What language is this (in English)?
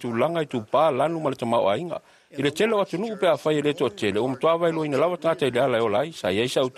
Samoan